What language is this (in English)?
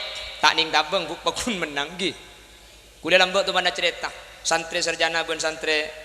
Madurese